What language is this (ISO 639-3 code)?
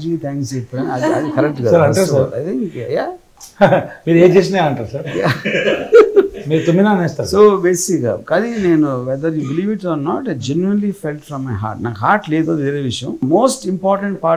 tel